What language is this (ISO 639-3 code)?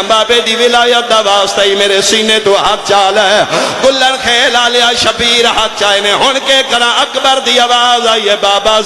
phr